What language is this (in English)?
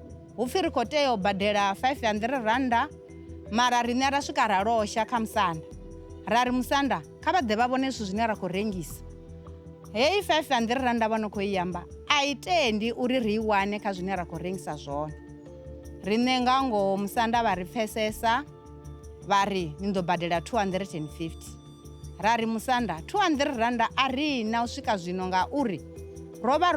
Venda